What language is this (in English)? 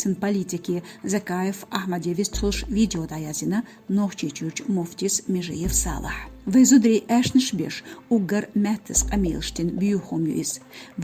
Chechen